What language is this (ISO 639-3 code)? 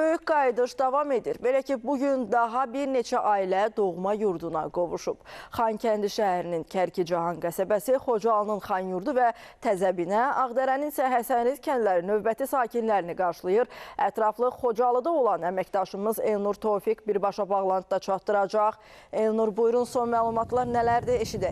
aze